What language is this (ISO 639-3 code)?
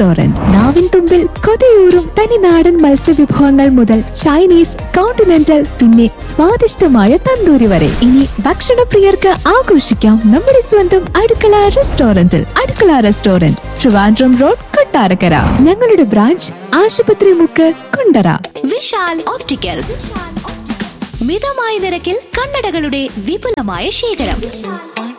mal